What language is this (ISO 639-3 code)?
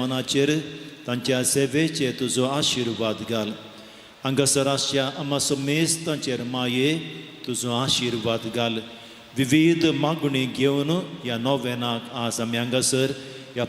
kok